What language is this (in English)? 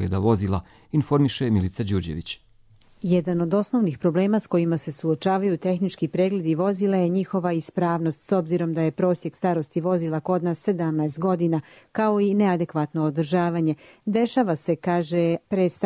Croatian